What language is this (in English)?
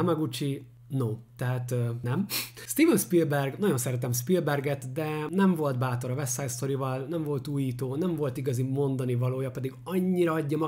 Hungarian